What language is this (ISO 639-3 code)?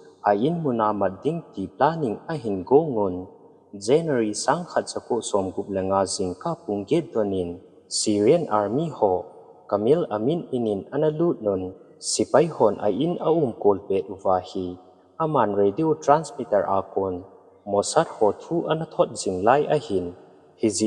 tcz